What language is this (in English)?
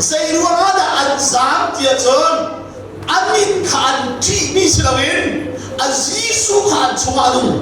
Hakha Chin